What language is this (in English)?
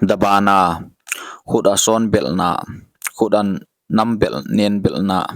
Paite Chin